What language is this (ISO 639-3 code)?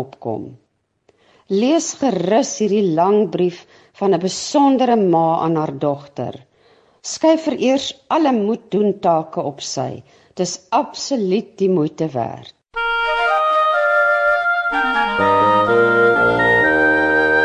afr